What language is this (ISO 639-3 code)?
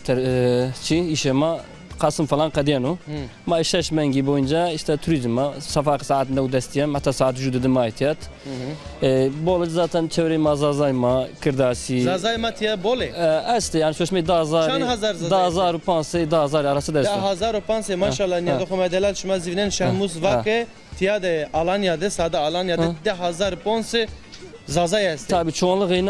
zza